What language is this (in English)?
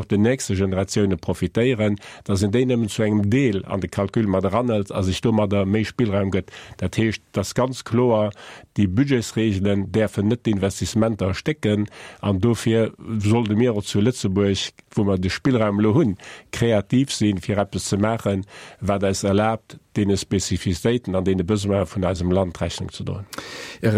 Luxembourgish